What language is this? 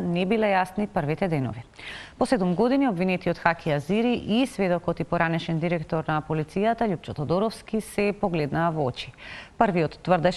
Macedonian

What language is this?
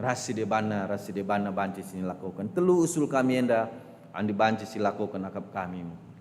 Batak Karo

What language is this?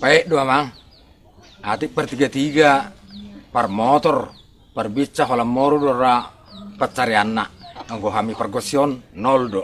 Batak Toba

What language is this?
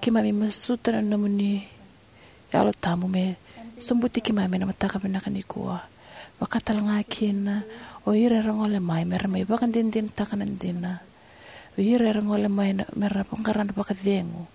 Fijian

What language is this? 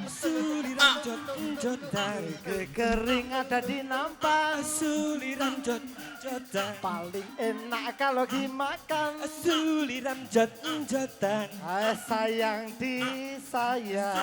Betawi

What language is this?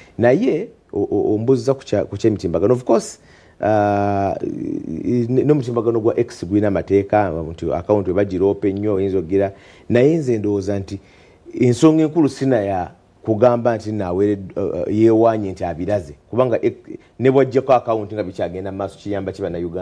Ganda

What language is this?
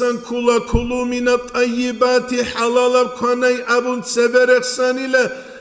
Avaric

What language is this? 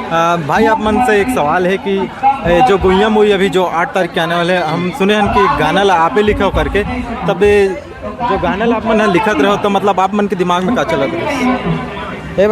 Chhattisgarhi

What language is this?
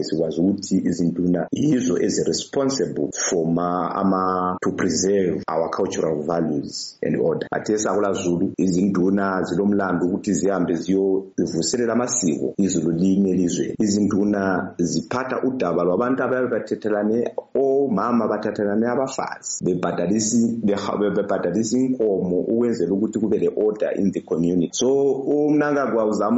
North Ndebele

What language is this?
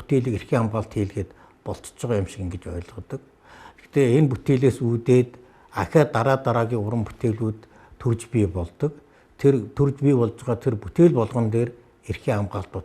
Mongolian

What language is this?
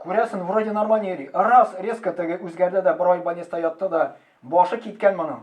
Tatar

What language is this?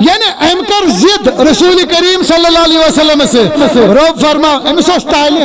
Kashmiri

